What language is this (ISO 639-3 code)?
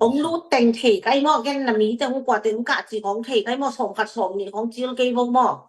ctd